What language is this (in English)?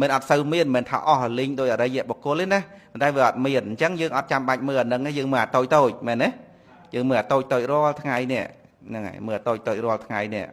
Khmer